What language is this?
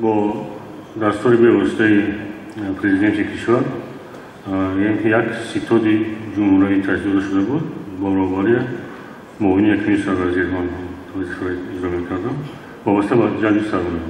Tajik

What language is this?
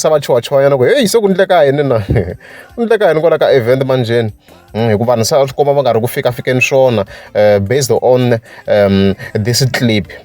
Tsonga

